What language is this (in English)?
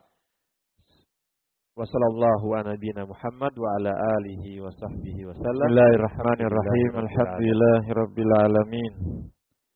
Indonesian